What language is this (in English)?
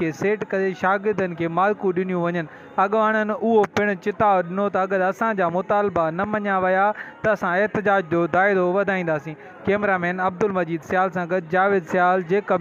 Sindhi